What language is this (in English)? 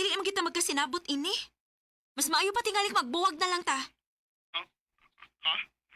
Cebuano